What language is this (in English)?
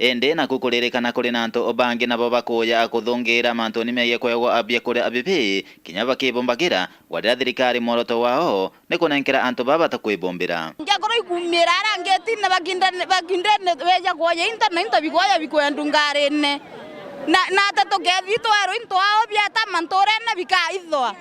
Meru